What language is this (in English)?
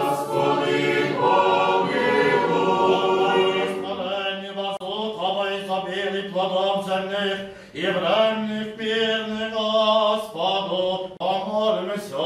Rusyn